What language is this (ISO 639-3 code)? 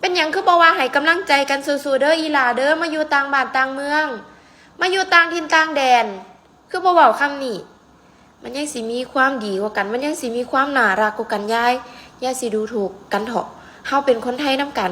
tts